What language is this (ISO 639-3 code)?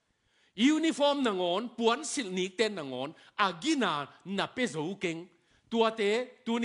ctd